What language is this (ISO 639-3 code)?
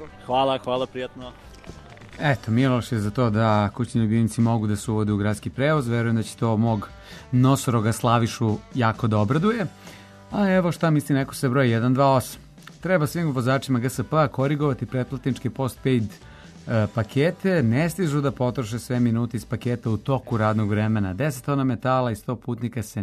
srp